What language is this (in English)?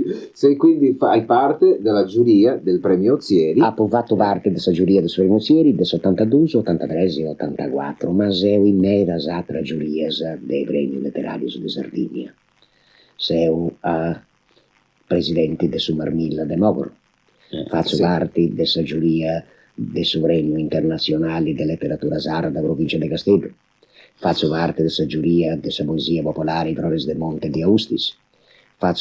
Sardinian